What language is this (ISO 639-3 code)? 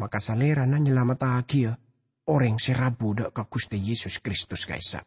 mad